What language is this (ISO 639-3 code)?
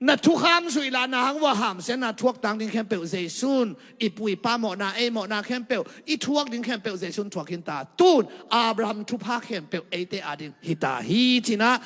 ctd